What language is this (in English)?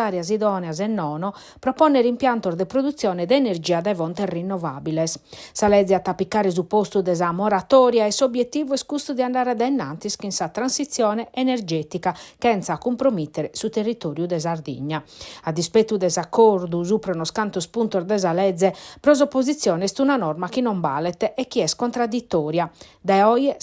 Sardinian